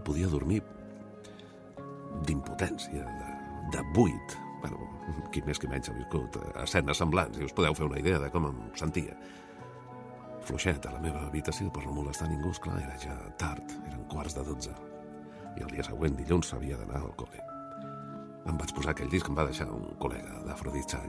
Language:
Catalan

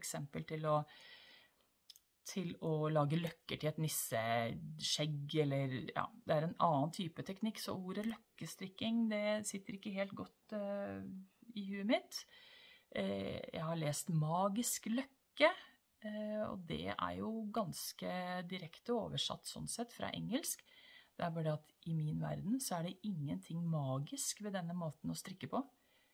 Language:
Norwegian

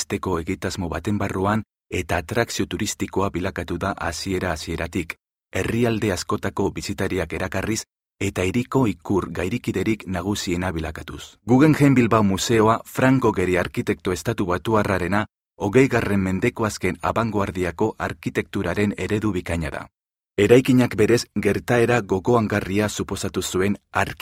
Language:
Basque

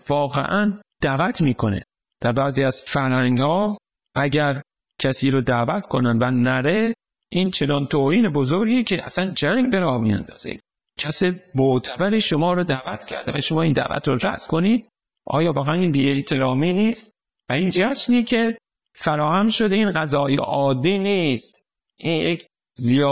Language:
Persian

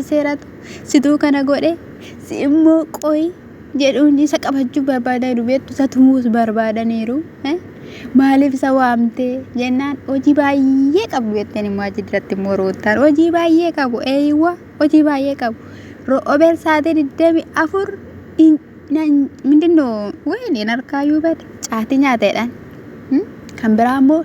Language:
Oromo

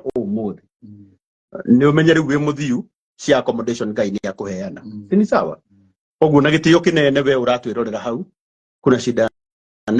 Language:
Kikuyu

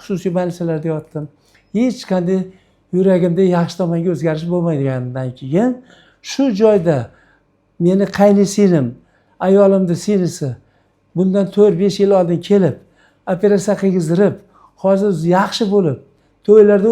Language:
Uzbek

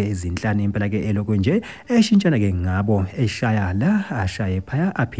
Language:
Zulu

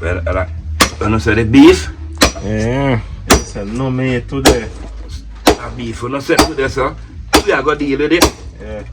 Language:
Jamaican Creole English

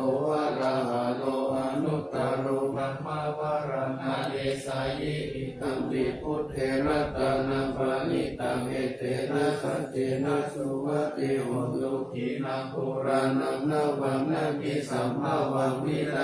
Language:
Pali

